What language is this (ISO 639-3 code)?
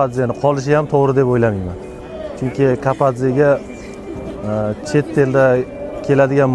uzb